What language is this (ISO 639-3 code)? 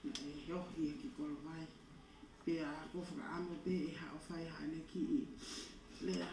ton